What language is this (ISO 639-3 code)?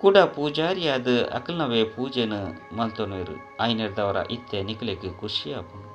tcy